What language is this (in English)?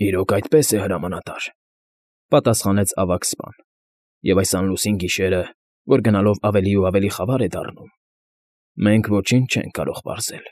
Armenian